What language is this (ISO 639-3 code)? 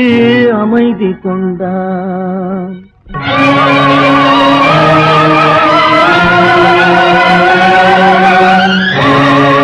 tam